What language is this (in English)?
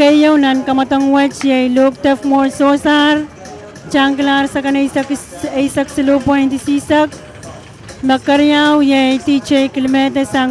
Pohnpeian